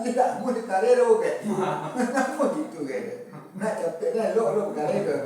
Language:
Minangkabau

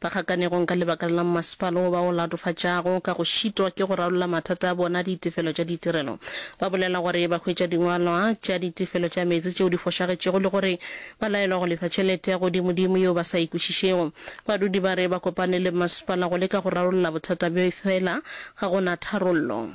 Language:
Northern Sotho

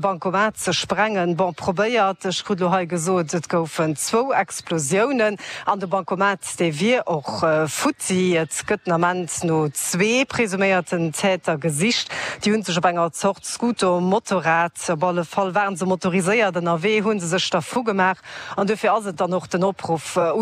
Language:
Luxembourgish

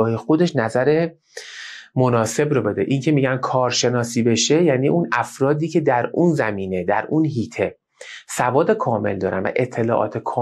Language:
Persian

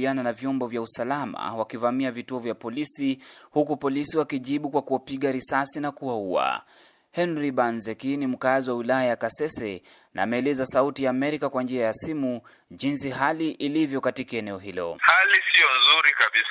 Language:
Swahili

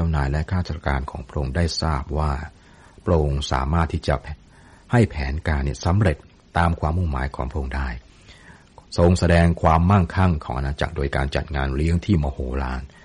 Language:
Thai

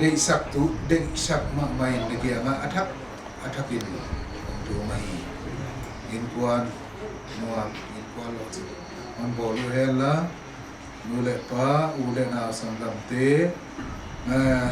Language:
Paite Chin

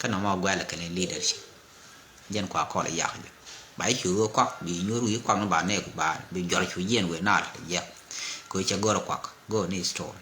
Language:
Nuer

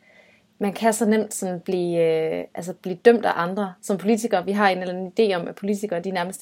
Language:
Danish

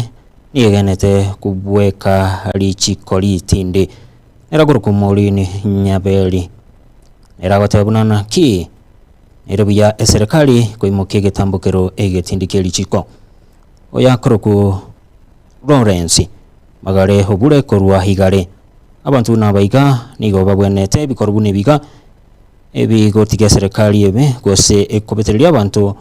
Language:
Gusii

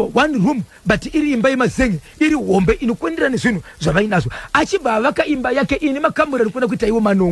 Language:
Shona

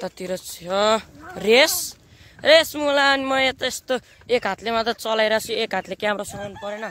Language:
Nepali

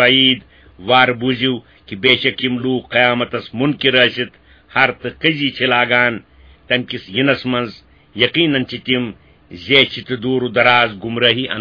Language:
Kashmiri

